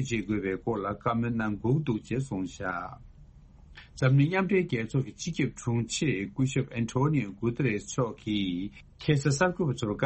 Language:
Tibetan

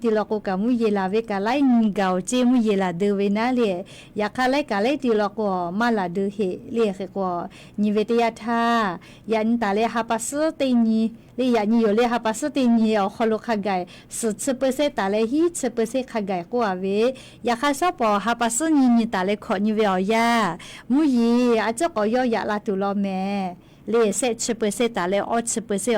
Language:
Lahu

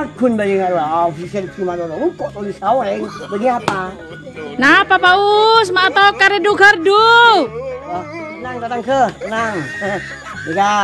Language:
Madurese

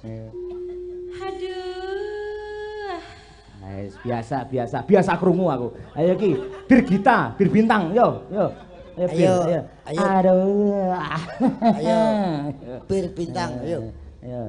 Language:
Javanese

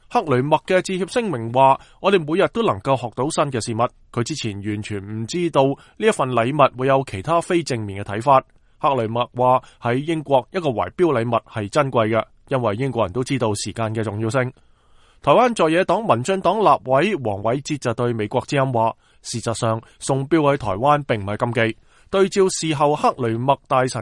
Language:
Cantonese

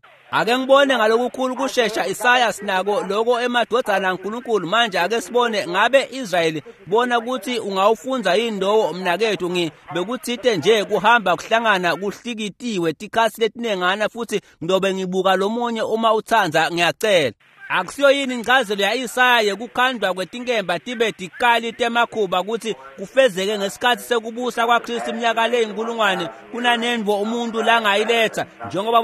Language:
Swati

